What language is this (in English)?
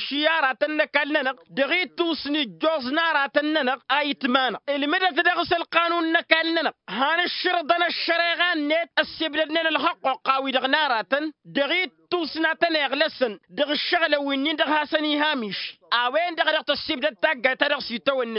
Tamasheq